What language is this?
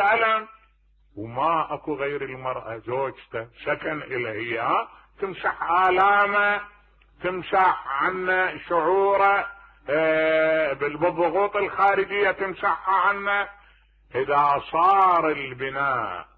Mesopotamian Arabic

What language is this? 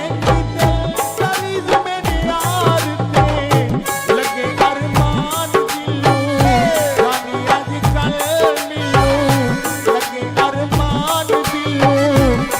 Saraiki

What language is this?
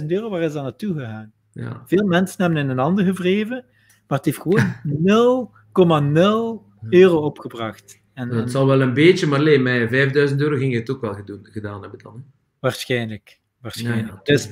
Dutch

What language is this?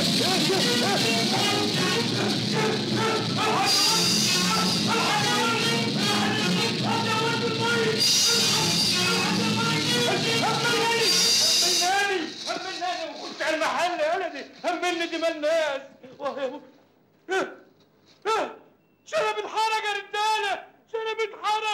Egyptian Arabic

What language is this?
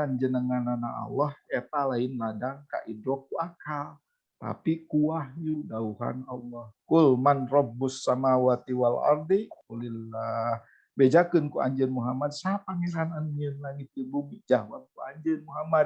Sundanese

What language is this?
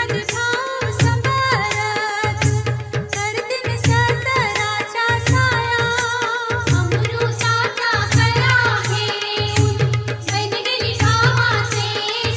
Marathi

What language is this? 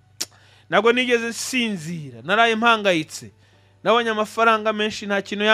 Kinyarwanda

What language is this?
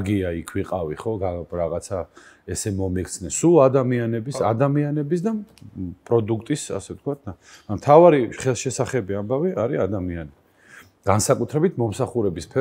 Georgian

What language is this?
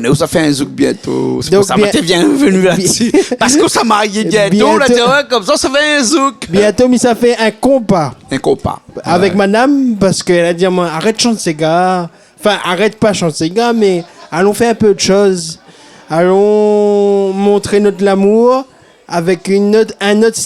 Réunion Creole French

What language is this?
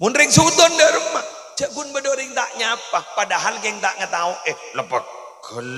Madurese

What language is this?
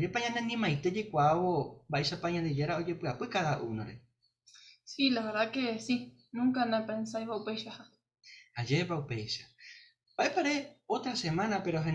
Guarani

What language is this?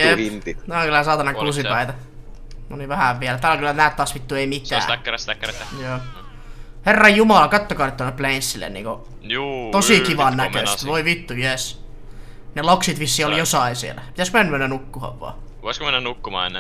Finnish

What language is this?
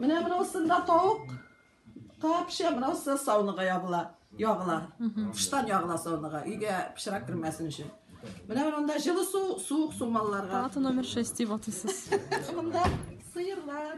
Tatar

